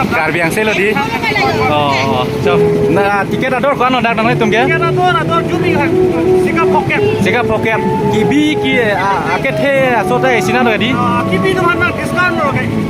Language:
Karbi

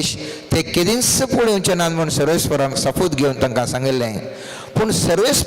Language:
Konkani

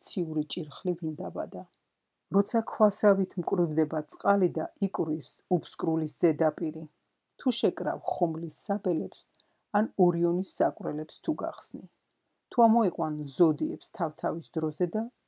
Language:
Georgian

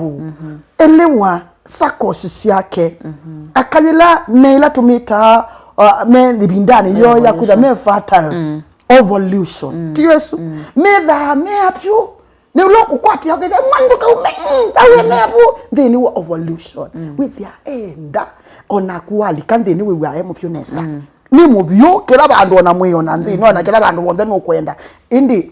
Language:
Kamba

